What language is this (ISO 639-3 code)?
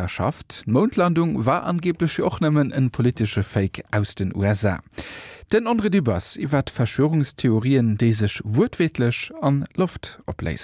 ltz